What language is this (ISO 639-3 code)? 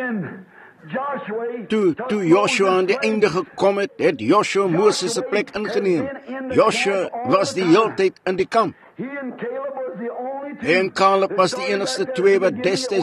afr